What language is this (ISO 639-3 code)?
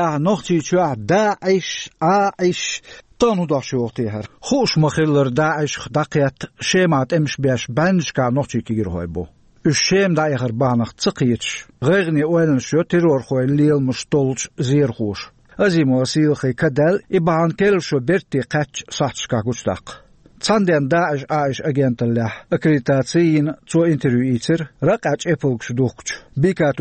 che